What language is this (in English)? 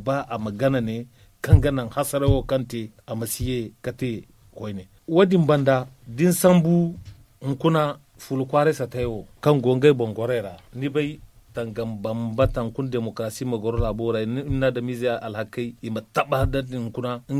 Zarma